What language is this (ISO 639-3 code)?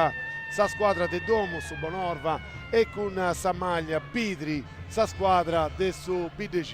srd